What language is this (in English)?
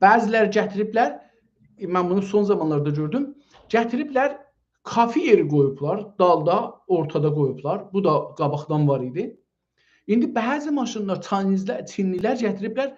South Azerbaijani